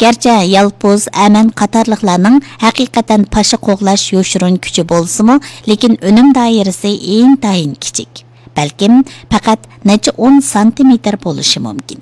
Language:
Uyghur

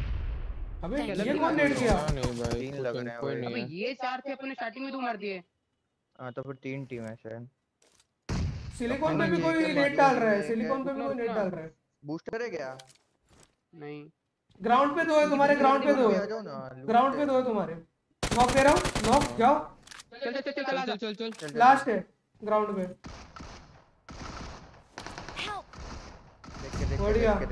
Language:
Hindi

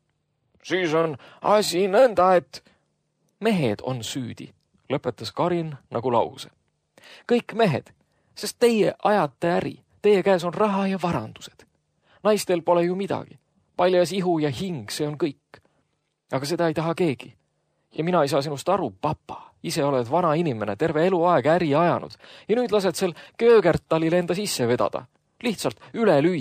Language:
Estonian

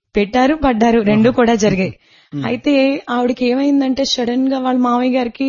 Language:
Telugu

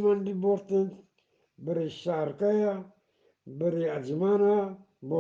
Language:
Eastern Balochi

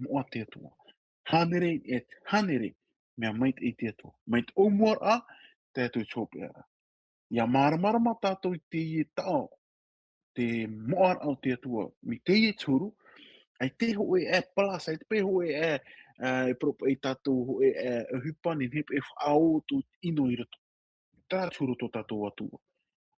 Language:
Tahitian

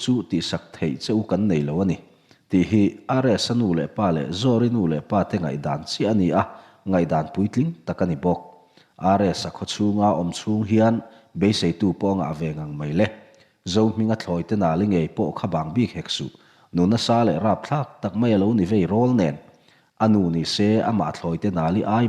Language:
Mizo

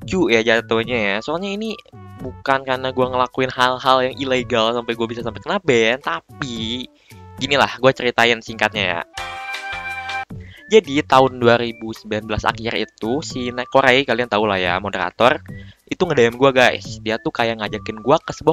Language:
Indonesian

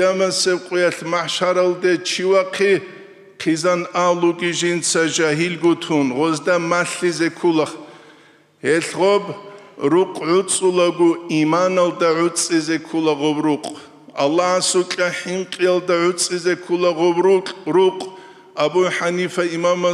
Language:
Avaric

